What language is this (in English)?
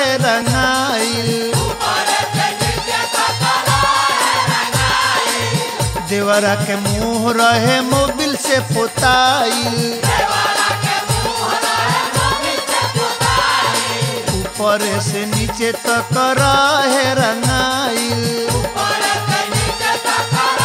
Bhojpuri